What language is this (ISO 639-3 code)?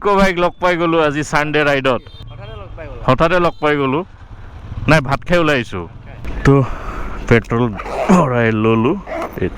asm